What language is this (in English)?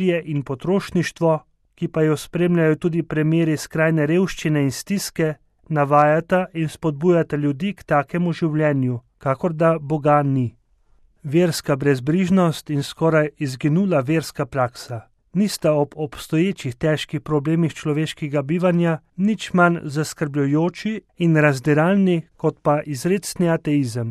Slovenian